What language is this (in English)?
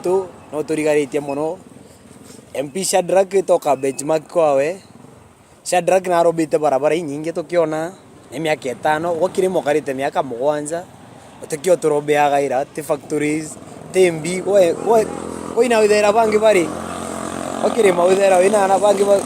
Meru